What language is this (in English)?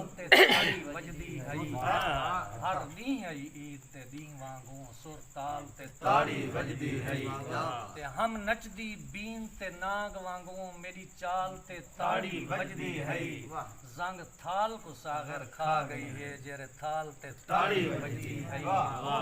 Saraiki